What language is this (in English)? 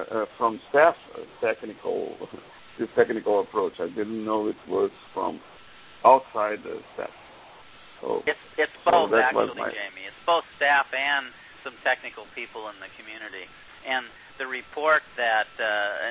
English